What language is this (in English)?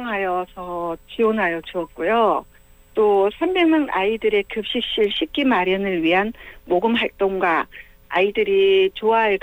Korean